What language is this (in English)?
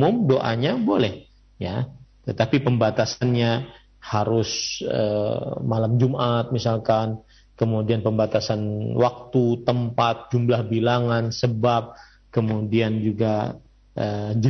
Indonesian